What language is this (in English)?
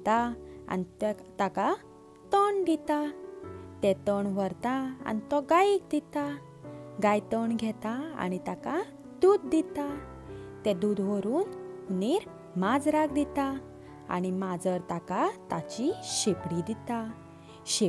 Konkani